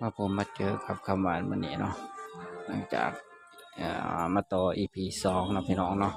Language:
Northeastern Thai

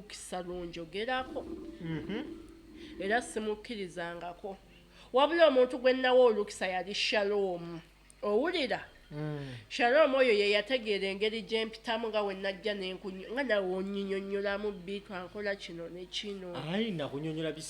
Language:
Ganda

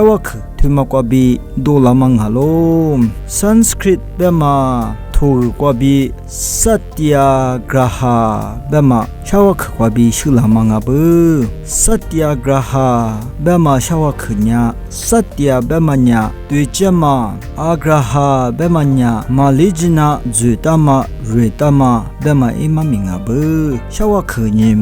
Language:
Lisu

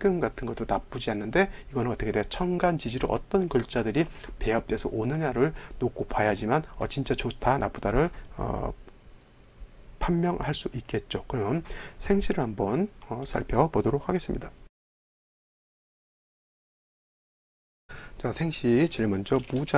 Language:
Korean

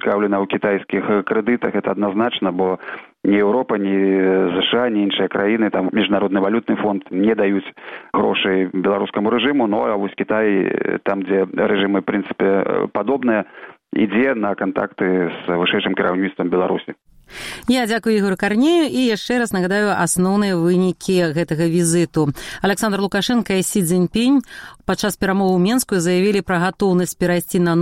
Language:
Belarusian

